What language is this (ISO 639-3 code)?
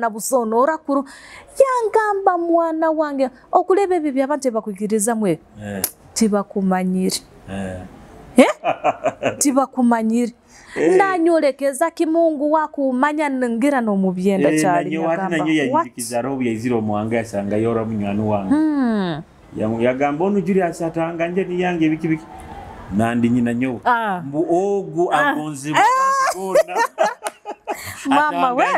nyo